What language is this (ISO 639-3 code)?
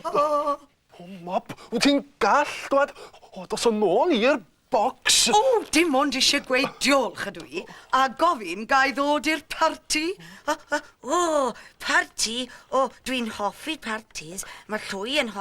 cym